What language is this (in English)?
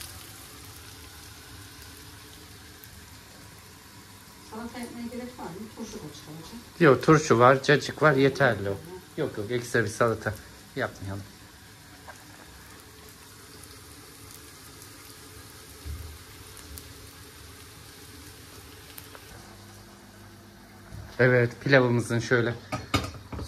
Turkish